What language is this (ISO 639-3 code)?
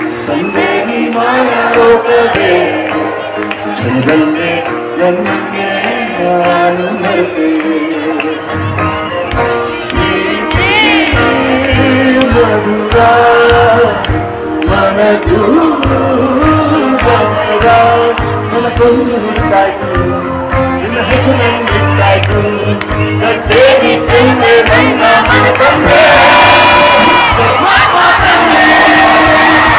kan